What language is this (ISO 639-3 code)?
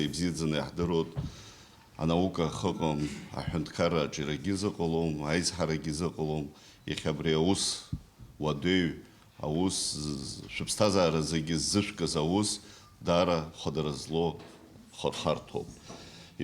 abk